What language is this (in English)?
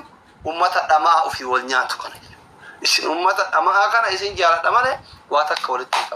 Oromo